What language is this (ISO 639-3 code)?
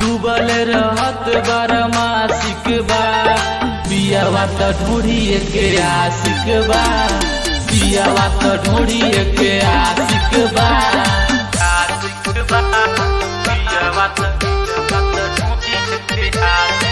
bho